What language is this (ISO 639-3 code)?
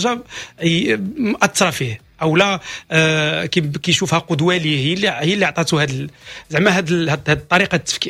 ary